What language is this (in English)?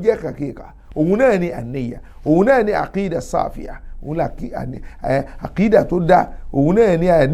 Yoruba